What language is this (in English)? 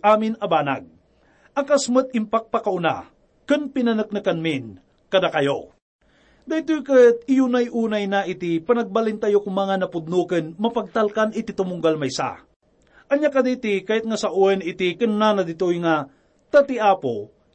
Iloko